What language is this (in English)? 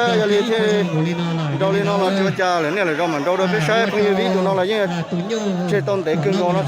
Hmong